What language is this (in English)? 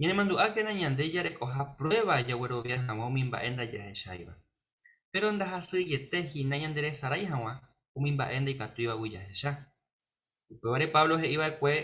Guarani